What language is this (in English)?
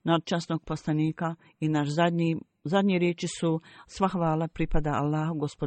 Bosnian